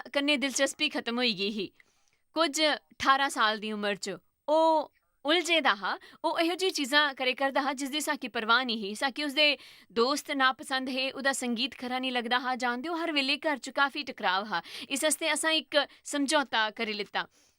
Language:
Dogri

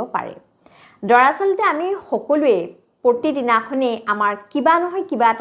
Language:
Assamese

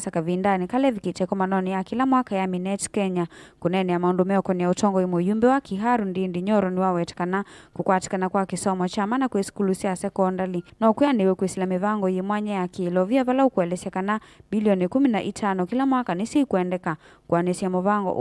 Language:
Kamba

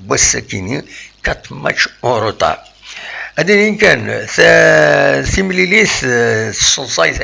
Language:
Kabyle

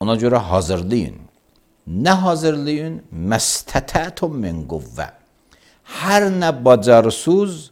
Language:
Azerbaijani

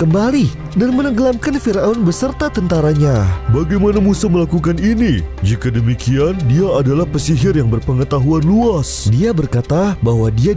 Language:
Indonesian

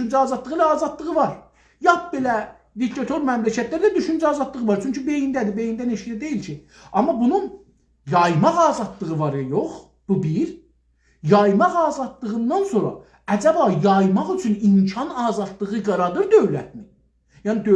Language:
South Azerbaijani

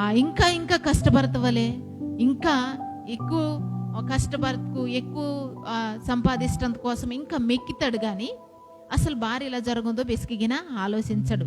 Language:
Koya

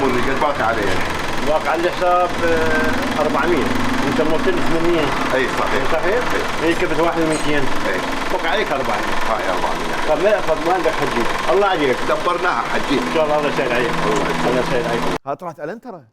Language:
Mesopotamian Arabic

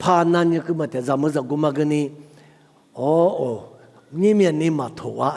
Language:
Lisu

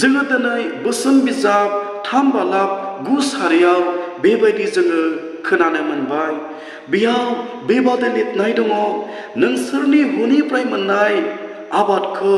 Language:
Bodo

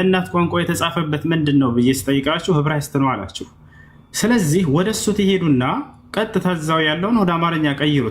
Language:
Amharic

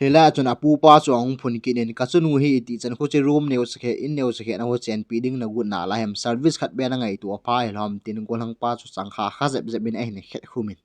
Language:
Thado Chin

